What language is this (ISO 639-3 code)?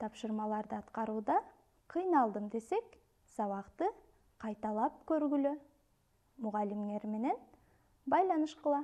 kir